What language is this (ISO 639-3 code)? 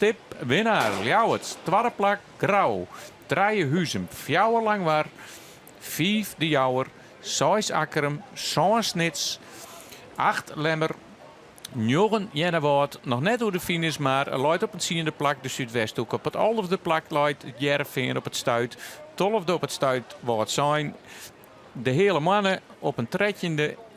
fry